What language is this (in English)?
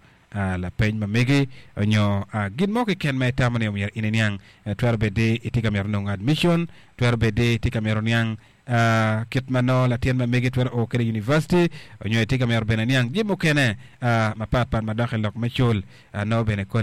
Acoli